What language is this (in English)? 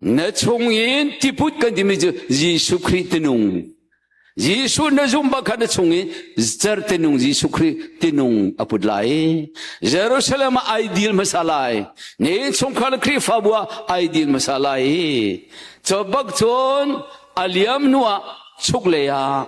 Hakha Chin